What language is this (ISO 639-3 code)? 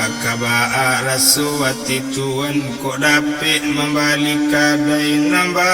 min